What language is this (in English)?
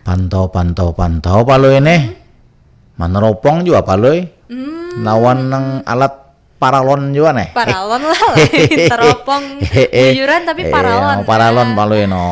Banjar